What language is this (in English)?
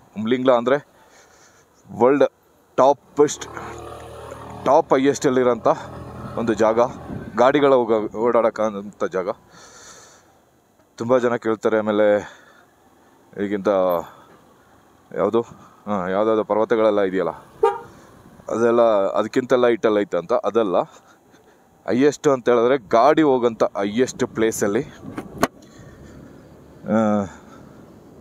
Kannada